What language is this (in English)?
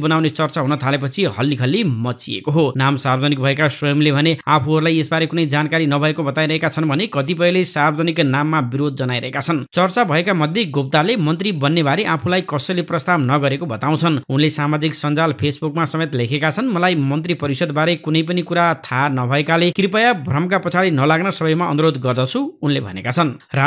Nepali